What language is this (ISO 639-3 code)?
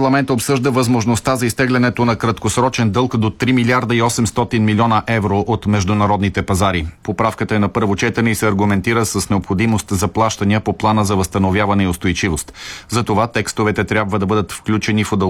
bul